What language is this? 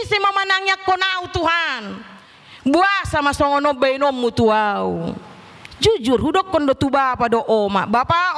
Batak Toba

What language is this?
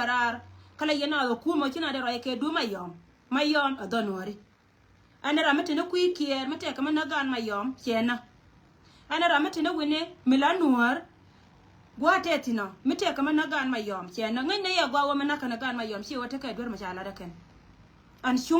Nuer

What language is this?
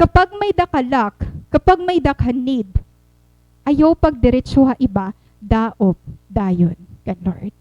Waray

